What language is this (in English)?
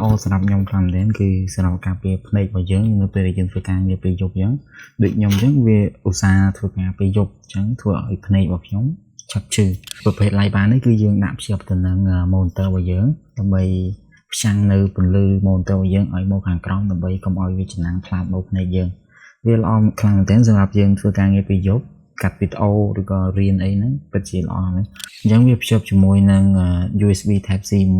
Khmer